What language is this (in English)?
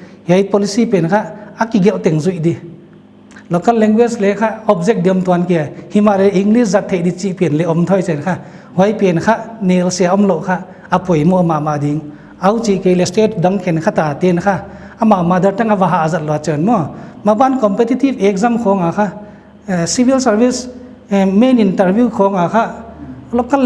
Paite Chin